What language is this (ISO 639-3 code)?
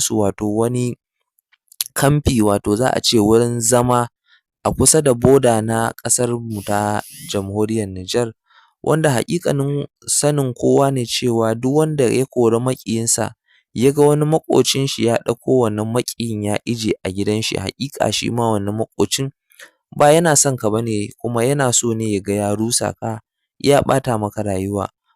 hau